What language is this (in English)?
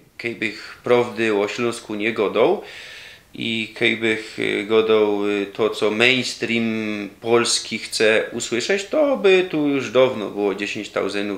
Silesian